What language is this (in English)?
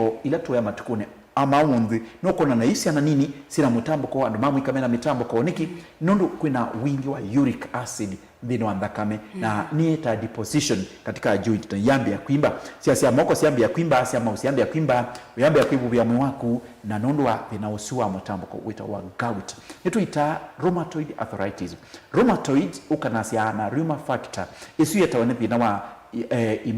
Kamba